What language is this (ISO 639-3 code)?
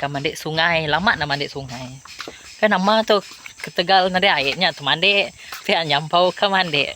iba